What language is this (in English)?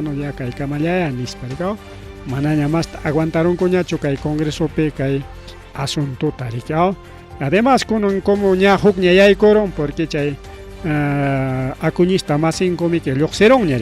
Ayacucho Quechua